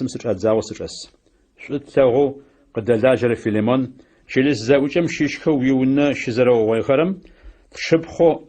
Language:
Adyghe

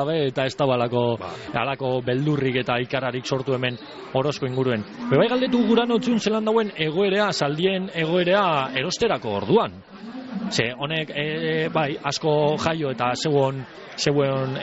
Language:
Basque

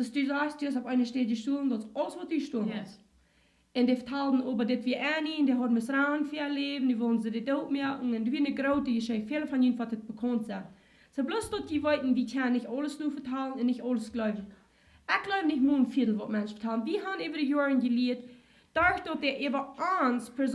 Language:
Plautdietsch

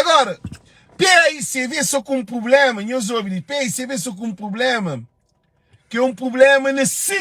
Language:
Kabuverdianu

